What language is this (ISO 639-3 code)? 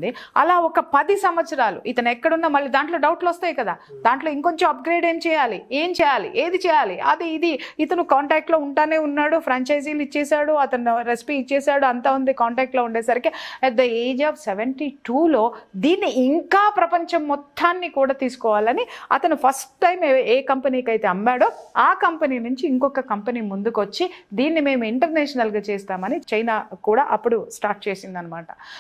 tel